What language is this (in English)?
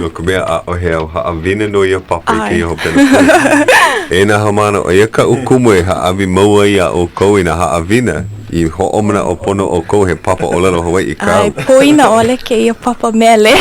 Hawaiian